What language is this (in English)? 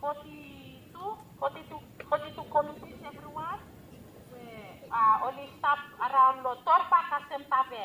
Bislama